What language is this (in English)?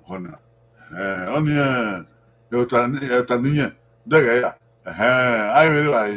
Bini